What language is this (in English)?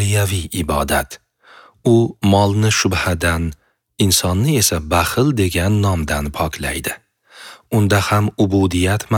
Uzbek